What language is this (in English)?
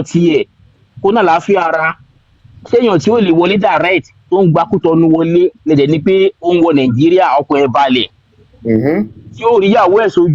Yoruba